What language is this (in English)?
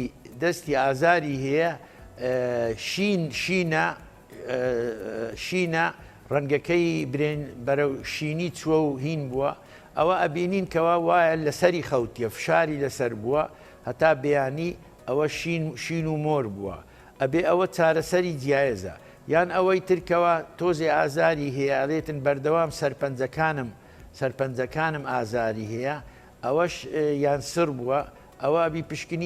Central Kurdish